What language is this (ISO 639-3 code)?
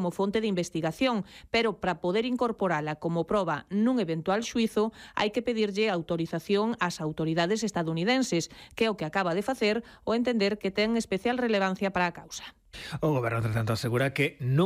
glg